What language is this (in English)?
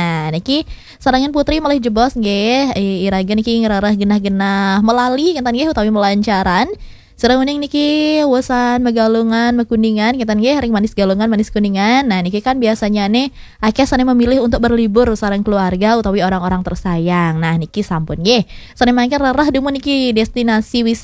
Balinese